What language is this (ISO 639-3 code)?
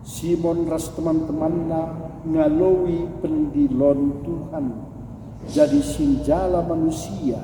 btx